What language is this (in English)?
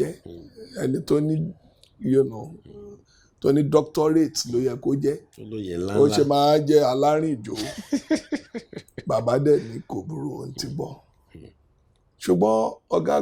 Yoruba